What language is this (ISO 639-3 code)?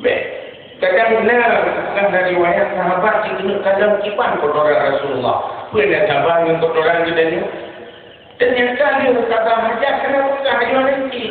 ace